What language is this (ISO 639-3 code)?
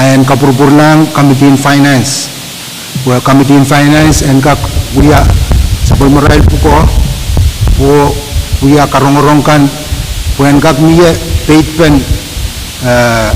pon